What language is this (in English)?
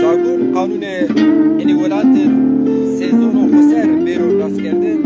Zaza